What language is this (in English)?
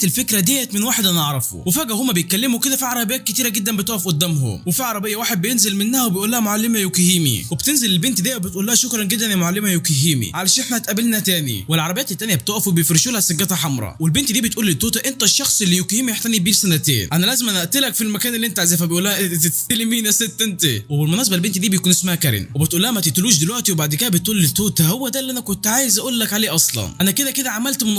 Egyptian Arabic